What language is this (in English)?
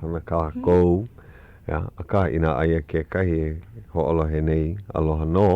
Hawaiian